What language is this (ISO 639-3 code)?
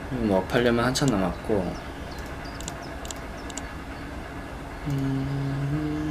kor